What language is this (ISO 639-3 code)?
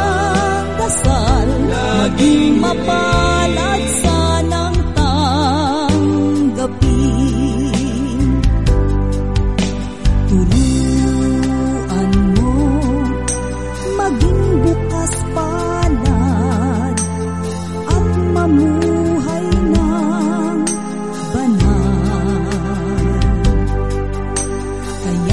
fil